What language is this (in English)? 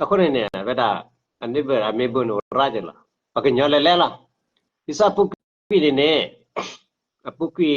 S'gaw Karen